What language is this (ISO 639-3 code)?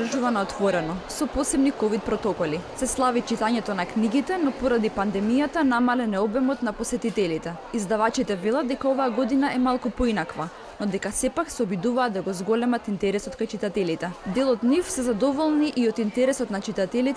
mkd